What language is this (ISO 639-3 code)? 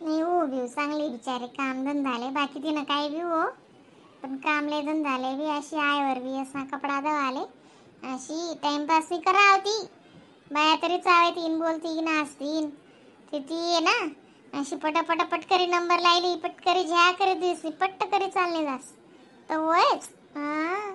khn